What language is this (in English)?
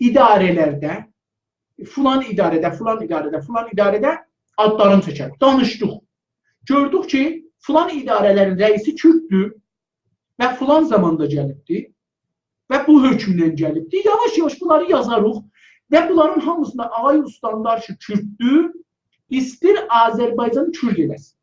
South Azerbaijani